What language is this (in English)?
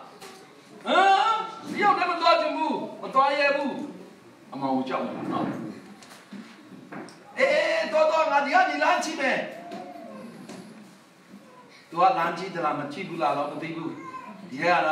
Burmese